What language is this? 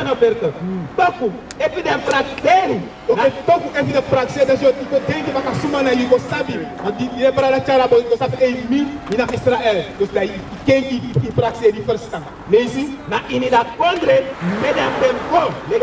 Sranan Tongo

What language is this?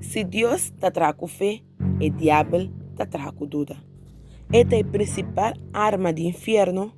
Papiamento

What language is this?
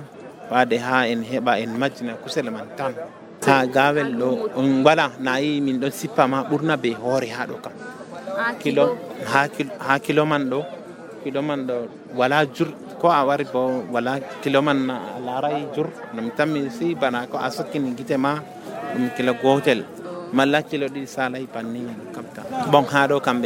Nigerian Fulfulde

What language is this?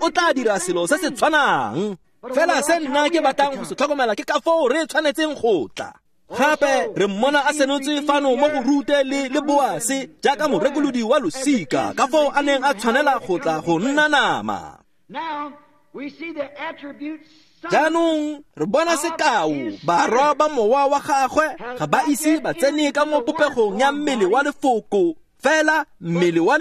Tswana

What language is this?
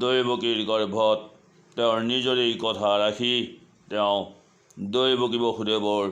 Assamese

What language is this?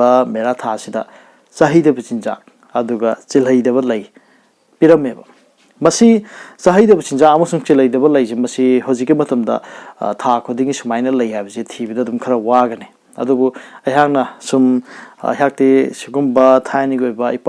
Manipuri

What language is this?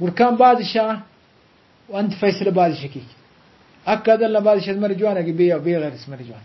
Brahui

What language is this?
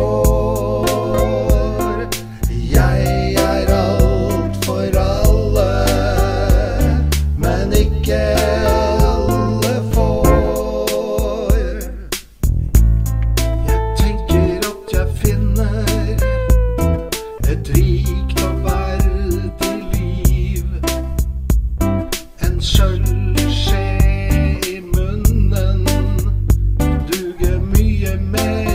Norwegian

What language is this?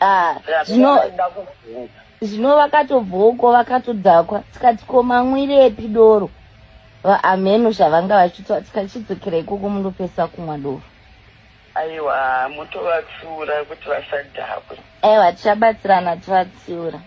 Shona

